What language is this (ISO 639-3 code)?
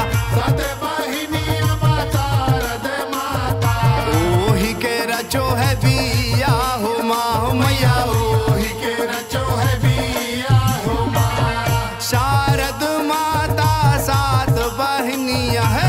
bho